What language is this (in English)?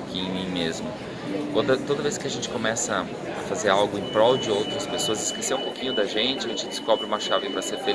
Portuguese